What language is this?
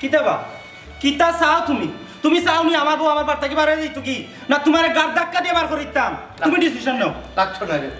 Sylheti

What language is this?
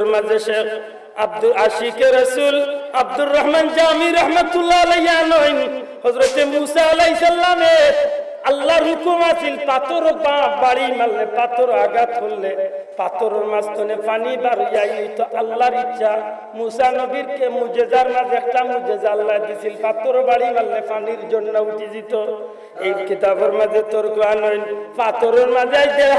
Sylheti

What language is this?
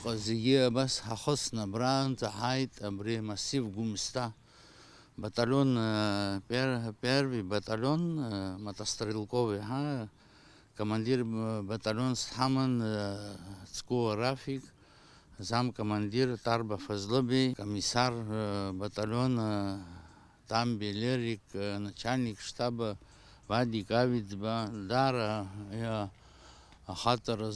Abkhazian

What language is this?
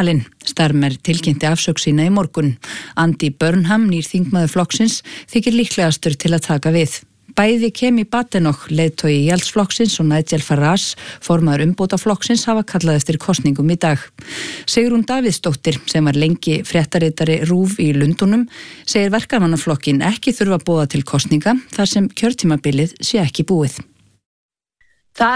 Icelandic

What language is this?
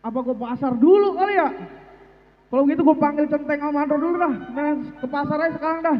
Betawi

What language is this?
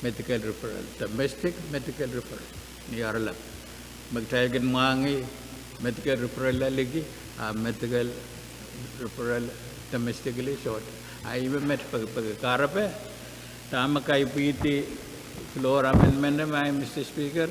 Pohnpeian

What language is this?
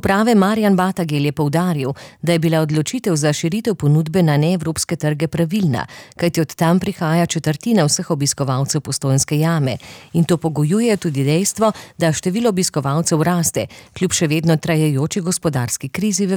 Slovenian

